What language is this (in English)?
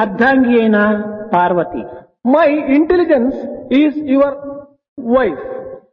Telugu